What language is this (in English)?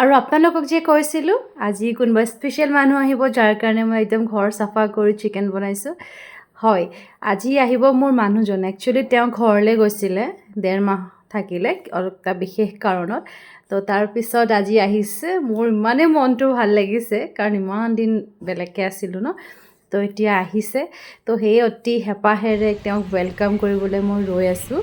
Assamese